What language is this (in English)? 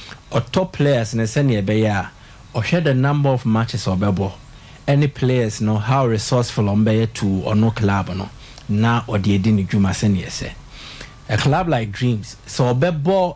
Akan